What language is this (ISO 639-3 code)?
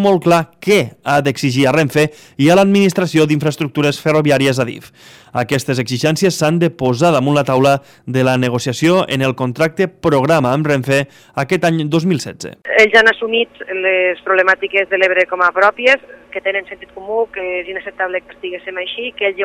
cat